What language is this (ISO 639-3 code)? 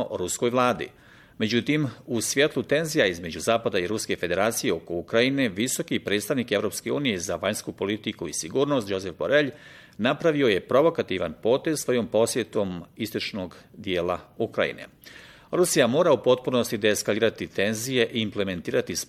bos